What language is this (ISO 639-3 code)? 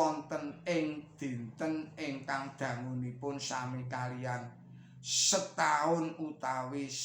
jav